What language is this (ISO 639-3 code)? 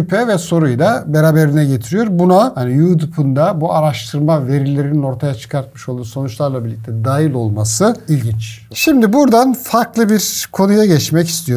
tur